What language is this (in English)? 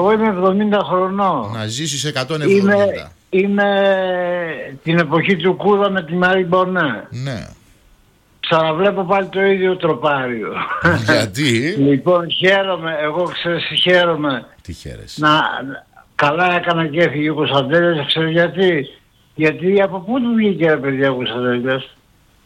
Greek